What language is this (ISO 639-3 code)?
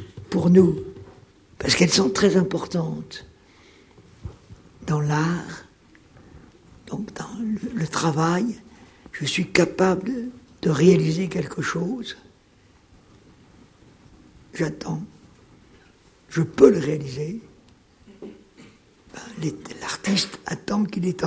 fra